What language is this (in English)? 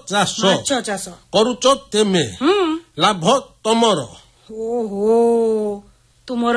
Odia